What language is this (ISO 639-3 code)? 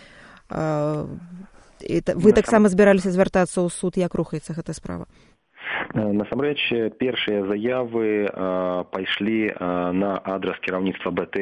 bel